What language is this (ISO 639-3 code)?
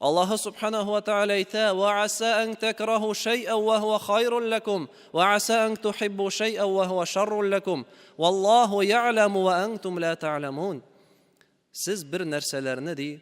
tat